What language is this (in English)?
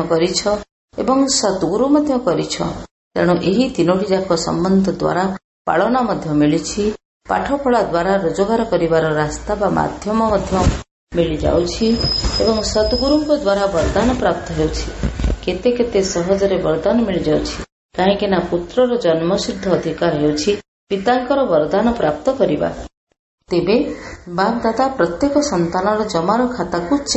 Odia